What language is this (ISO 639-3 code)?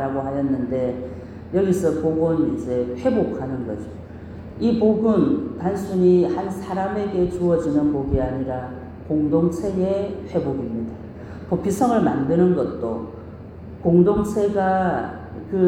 kor